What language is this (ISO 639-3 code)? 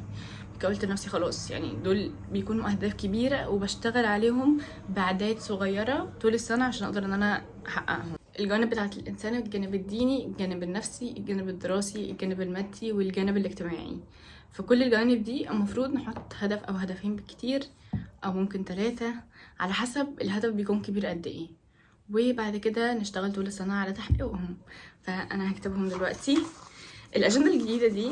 arz